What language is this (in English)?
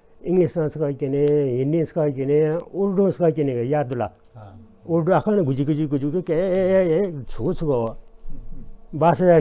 Newari